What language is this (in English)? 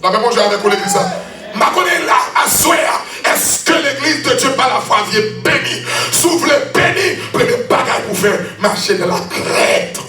Haitian Creole